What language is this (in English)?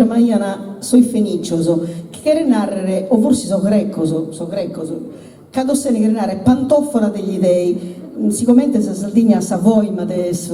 Sardinian